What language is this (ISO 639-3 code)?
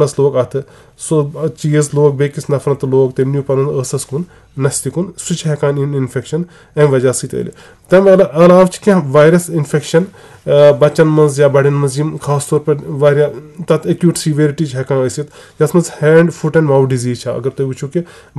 kas